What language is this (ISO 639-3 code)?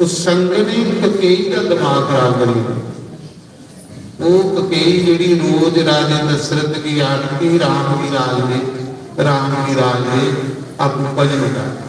doi